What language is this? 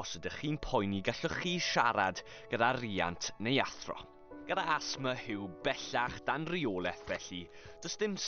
Welsh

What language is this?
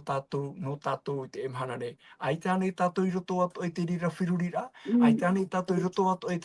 Tahitian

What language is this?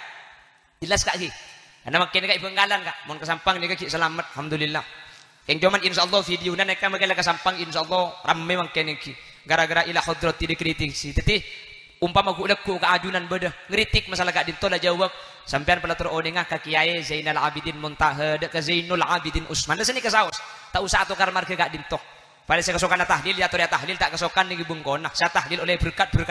Madurese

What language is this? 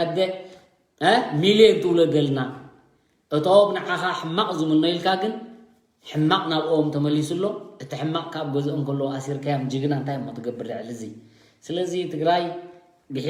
Tigrinya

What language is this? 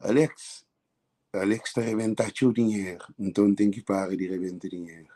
Kabuverdianu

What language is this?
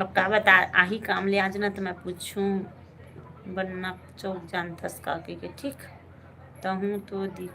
Chhattisgarhi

